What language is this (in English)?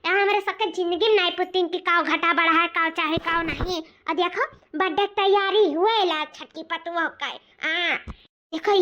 Awadhi